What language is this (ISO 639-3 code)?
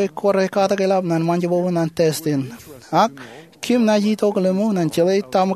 mah